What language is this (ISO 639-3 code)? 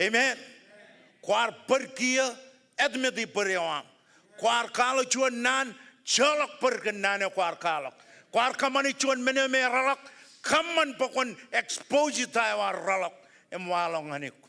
mah